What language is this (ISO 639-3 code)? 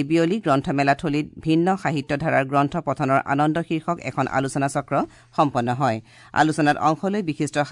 asm